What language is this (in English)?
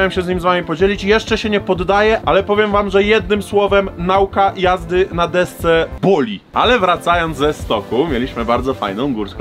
Polish